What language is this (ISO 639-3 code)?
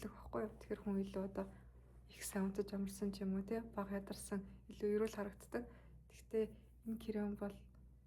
mon